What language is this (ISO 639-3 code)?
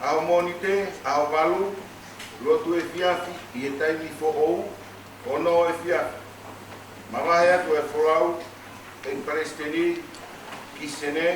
ton